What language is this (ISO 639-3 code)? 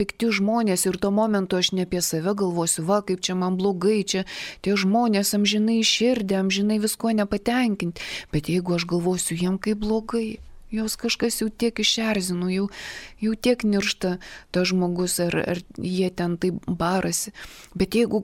lit